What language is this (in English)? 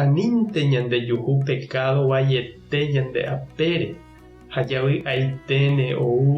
Guarani